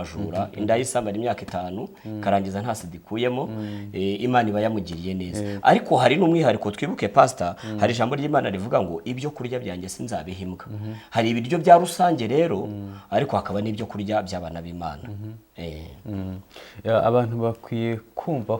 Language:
Kinyarwanda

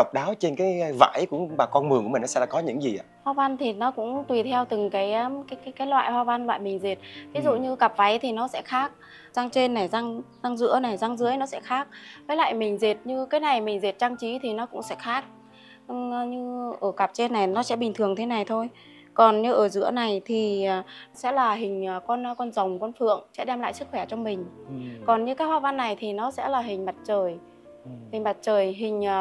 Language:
Vietnamese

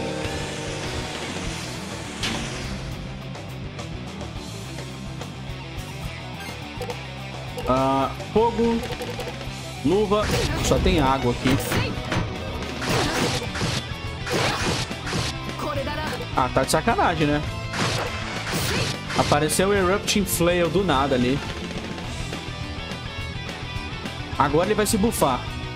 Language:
Portuguese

